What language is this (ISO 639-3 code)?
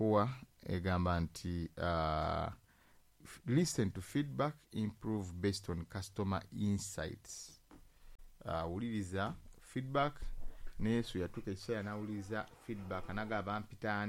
lug